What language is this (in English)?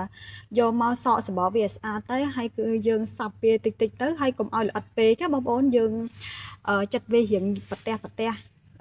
Khmer